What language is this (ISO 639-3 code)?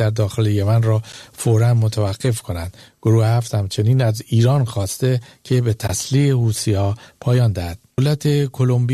fas